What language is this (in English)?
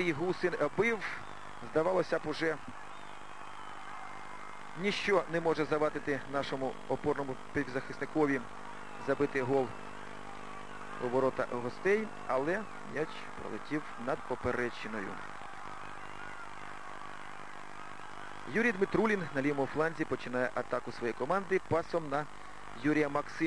Ukrainian